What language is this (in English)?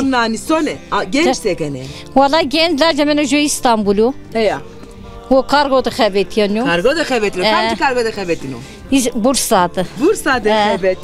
Zaza